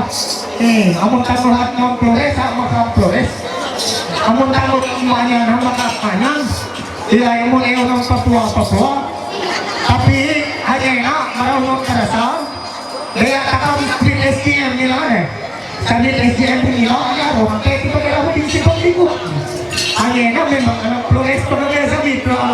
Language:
Ma'anyan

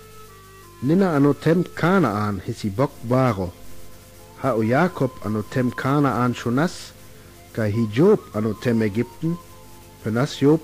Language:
Sinte Romani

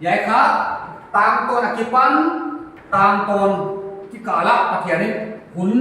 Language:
Paite Chin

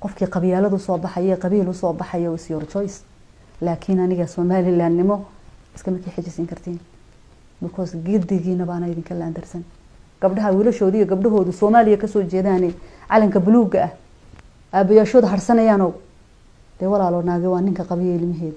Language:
Somali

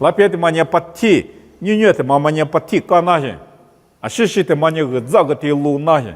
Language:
Lisu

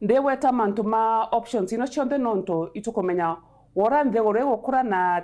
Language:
Meru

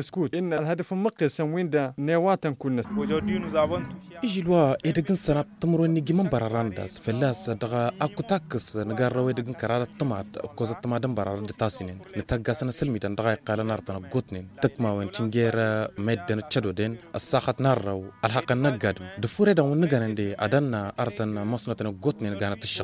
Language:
Tamasheq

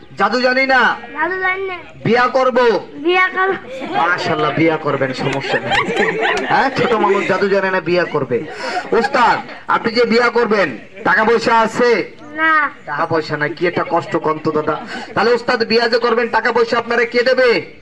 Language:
Bangla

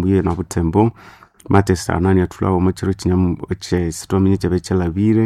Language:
Nande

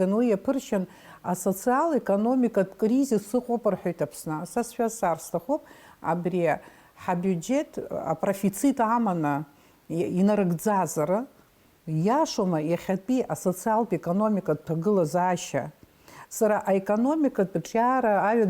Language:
Abkhazian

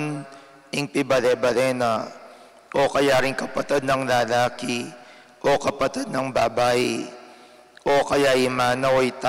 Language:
Pampanga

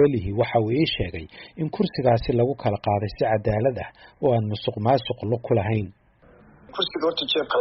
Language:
Somali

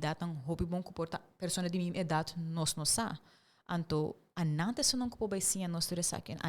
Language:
Papiamento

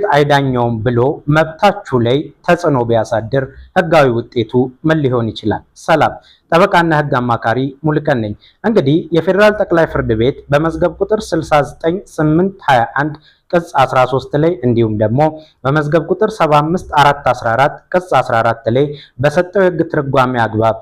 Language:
Amharic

